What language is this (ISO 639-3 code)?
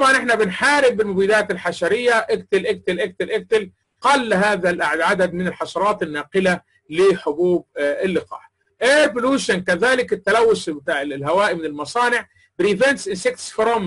arz